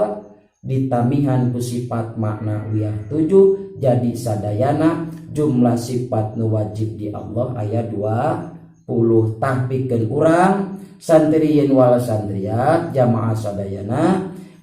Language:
Sundanese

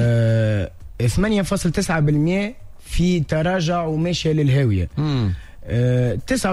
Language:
Tunisian Arabic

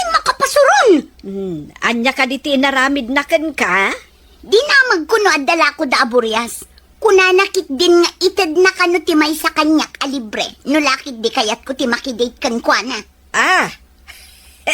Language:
Iloko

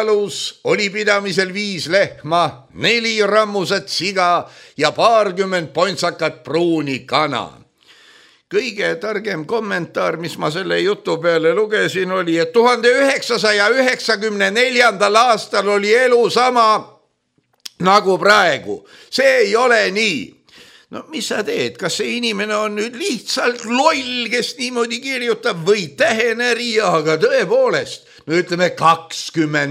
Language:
Estonian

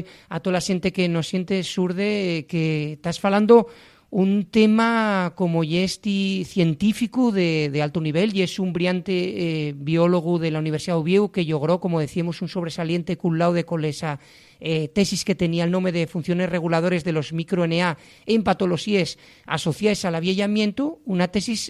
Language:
Asturian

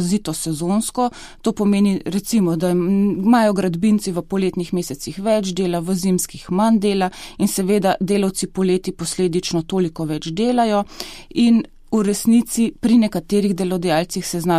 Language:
Slovenian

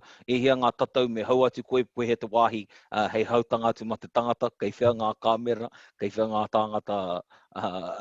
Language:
Māori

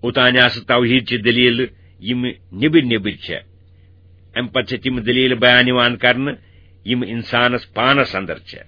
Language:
Kashmiri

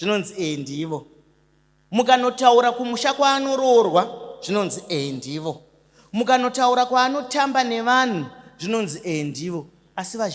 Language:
Shona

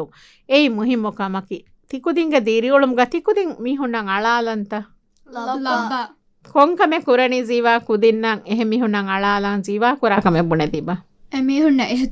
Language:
Divehi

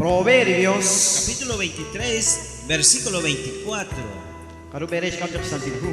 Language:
Kekchí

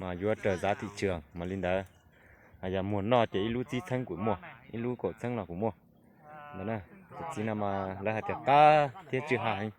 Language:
Hmong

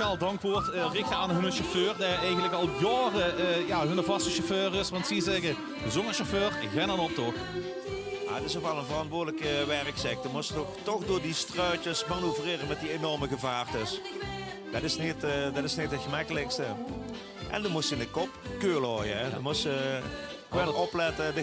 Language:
Limburgish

